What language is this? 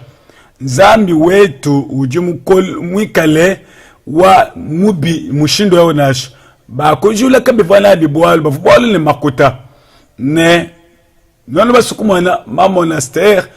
Luba-Lulua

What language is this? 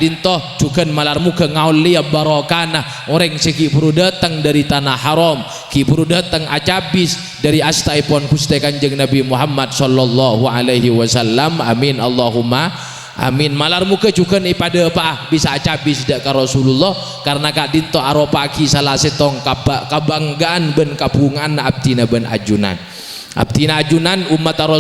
Madurese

